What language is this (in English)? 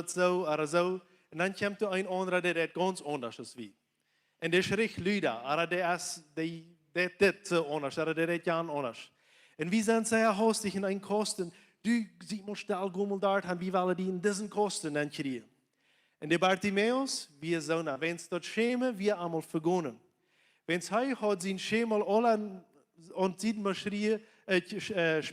Plautdietsch